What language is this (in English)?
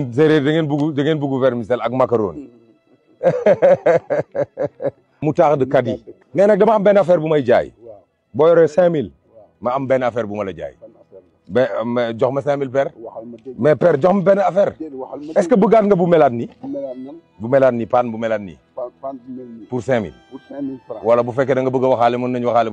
Wolof